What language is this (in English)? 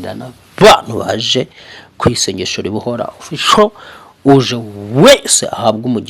Kinyarwanda